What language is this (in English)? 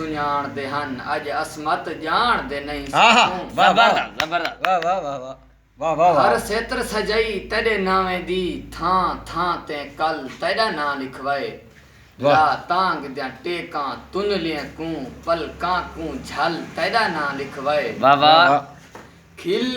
Saraiki